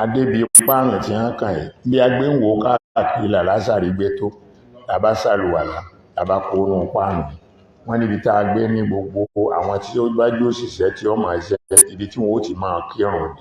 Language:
Yoruba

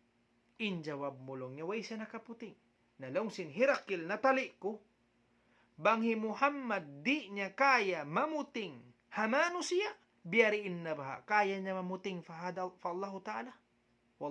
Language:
Tausug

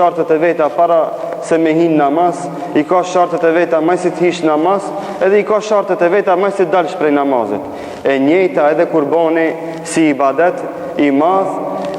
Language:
Albanian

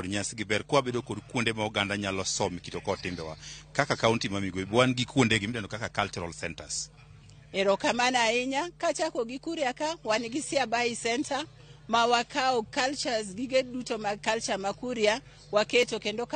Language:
Luo (Kenya and Tanzania)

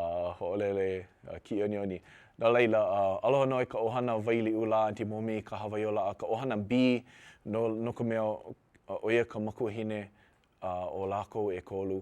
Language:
Hawaiian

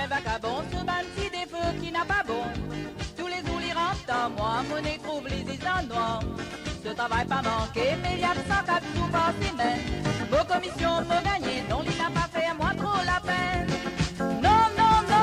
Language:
Morisyen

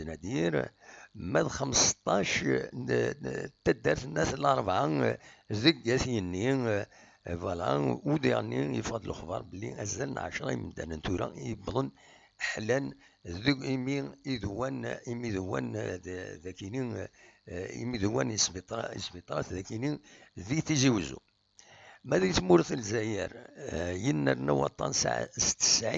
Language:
Kabyle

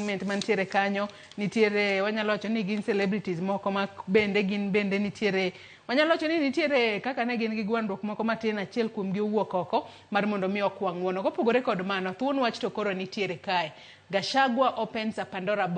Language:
Luo (Kenya and Tanzania)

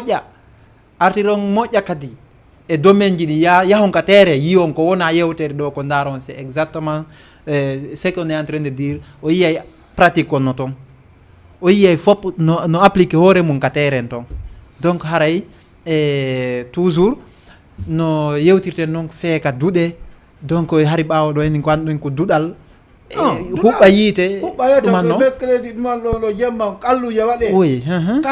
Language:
Fula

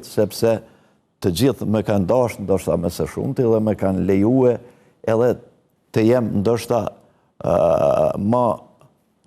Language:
Albanian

